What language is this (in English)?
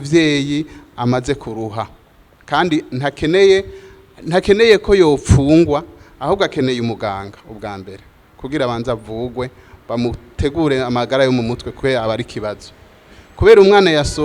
Rundi